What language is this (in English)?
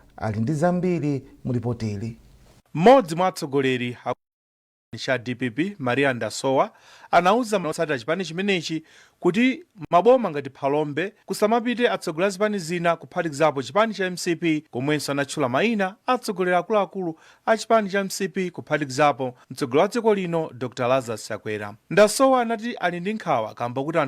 Nyanja